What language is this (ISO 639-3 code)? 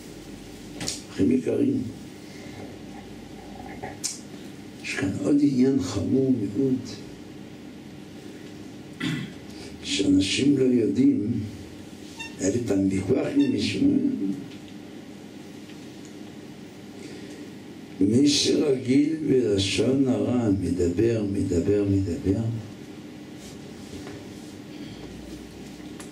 heb